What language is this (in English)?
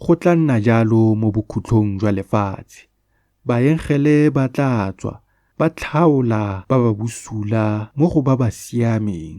Tswana